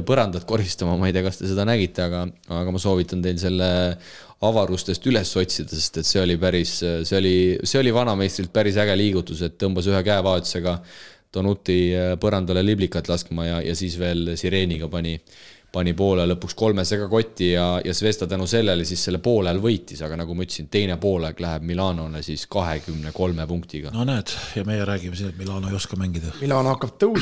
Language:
Estonian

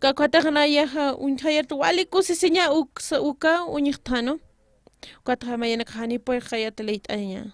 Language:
Aymara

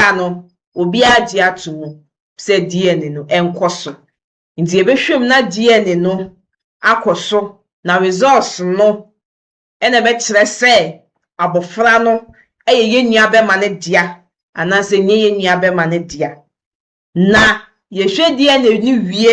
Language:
Akan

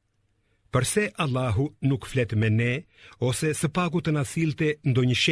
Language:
Albanian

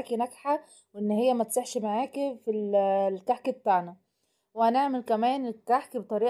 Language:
Egyptian Arabic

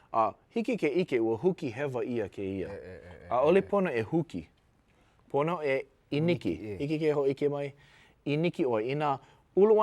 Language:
Hawaiian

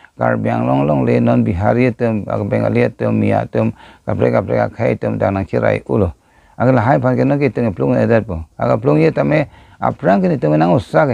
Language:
Karbi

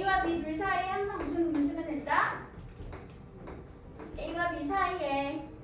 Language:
Korean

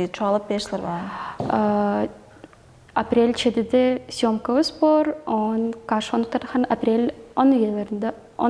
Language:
Tuvinian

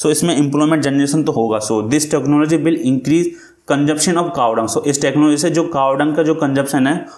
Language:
Hindi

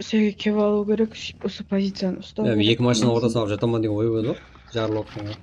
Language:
Kara-Kalpak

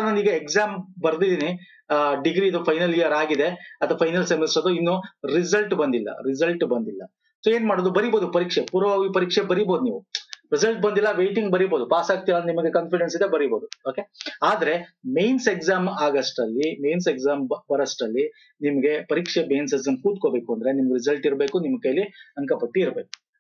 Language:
Kannada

